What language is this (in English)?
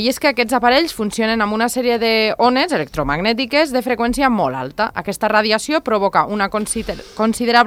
Catalan